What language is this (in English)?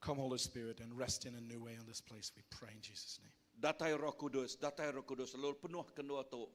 Iban